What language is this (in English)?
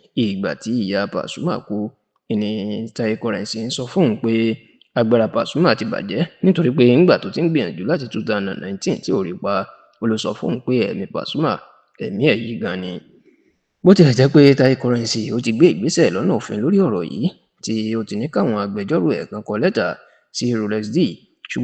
Yoruba